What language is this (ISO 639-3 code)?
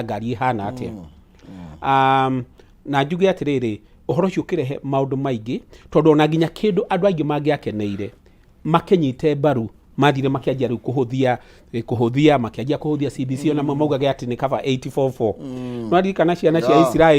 kik